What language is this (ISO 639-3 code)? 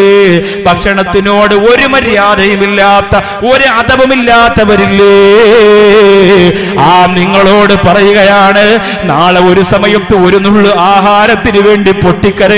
mal